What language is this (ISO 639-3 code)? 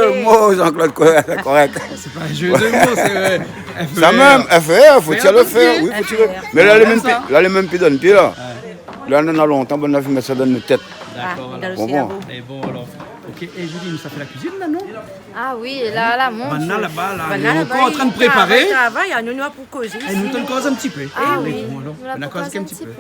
rcf